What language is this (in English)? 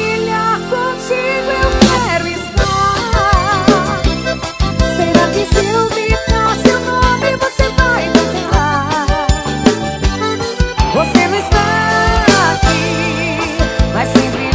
Portuguese